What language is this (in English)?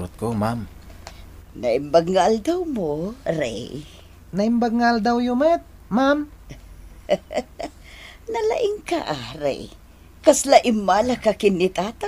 Iloko